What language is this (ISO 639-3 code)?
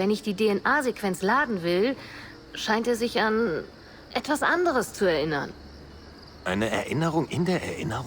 bar